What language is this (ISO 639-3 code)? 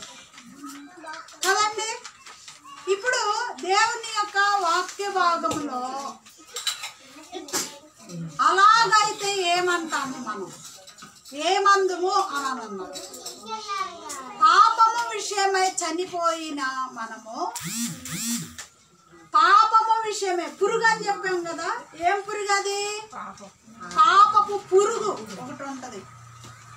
tel